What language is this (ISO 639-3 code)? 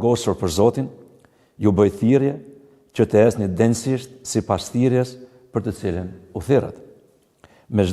sqi